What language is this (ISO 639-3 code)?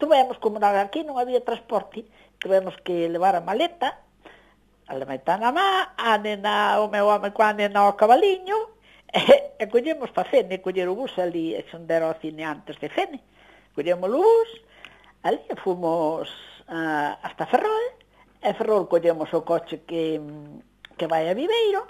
glg